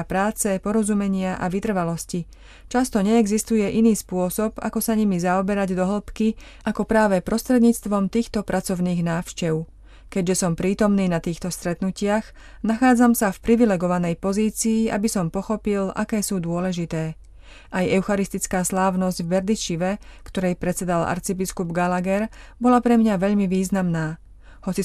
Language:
Slovak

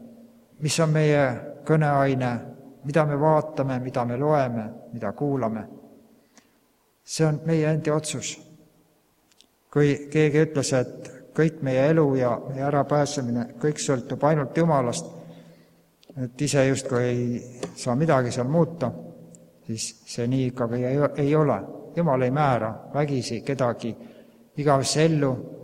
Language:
Estonian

